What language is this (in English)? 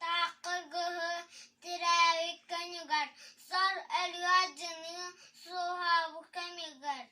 Yakut